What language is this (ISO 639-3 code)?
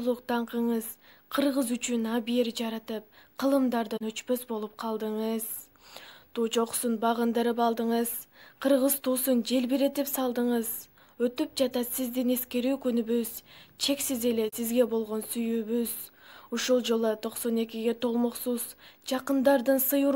kir